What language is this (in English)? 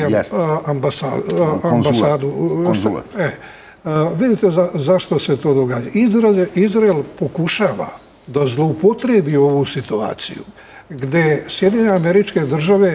Serbian